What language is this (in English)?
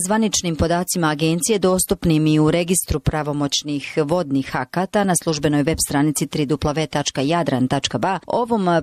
Bosnian